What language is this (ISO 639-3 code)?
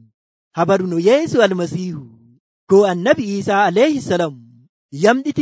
fuv